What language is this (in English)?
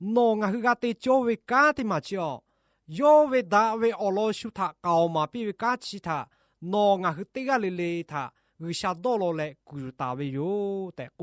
Lahu